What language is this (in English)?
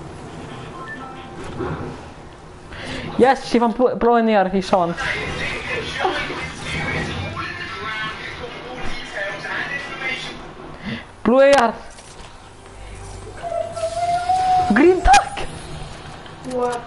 Icelandic